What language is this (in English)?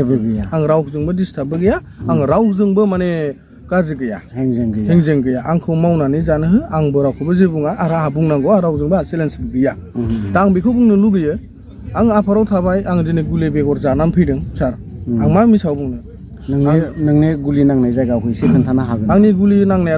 Bodo